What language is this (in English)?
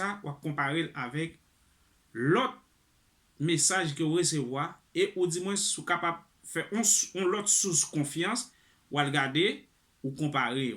Haitian Creole